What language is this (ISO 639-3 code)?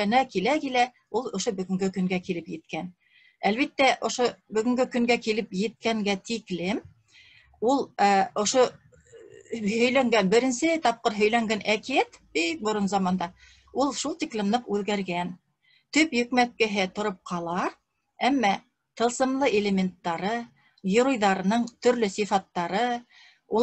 bak